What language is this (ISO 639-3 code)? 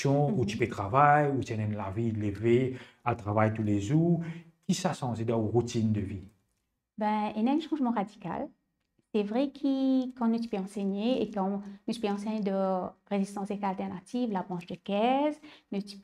mfe